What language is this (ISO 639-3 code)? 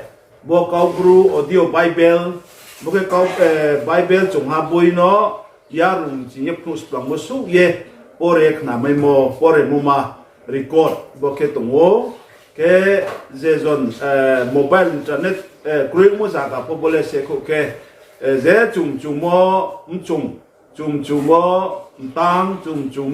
ria